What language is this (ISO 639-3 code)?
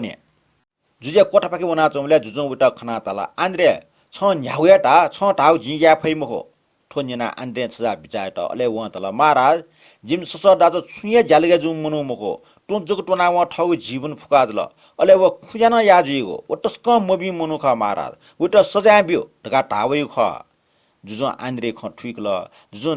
new